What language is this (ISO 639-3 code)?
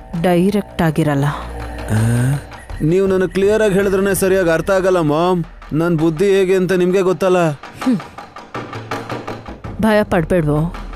kan